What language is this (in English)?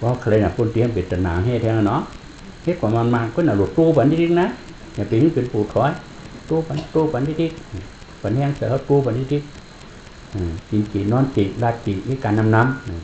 Shan